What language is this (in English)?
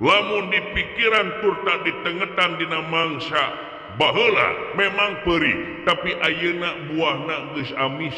Sundanese